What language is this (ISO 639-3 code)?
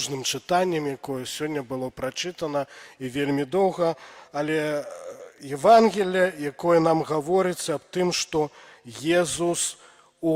bel